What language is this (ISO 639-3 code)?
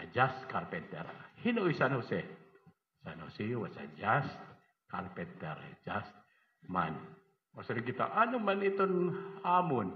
war